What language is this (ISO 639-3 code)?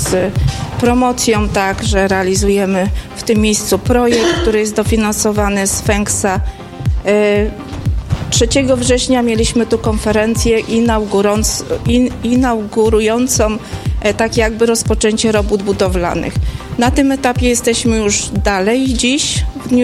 pol